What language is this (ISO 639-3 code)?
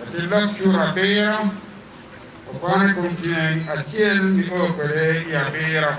ach